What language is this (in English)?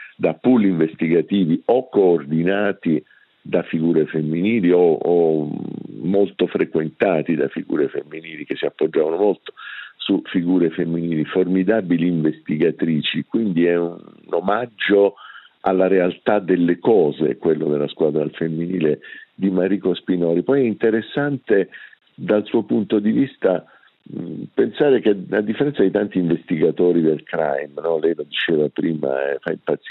Italian